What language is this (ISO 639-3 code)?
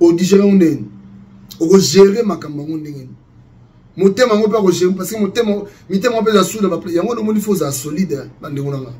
lin